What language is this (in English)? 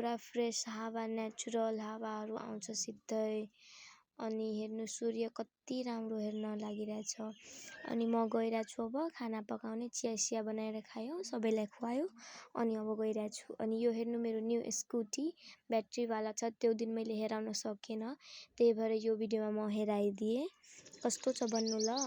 Nepali